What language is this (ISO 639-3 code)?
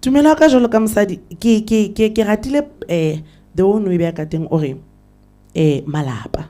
sot